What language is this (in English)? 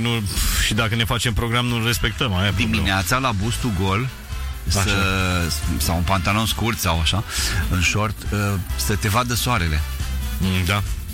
Romanian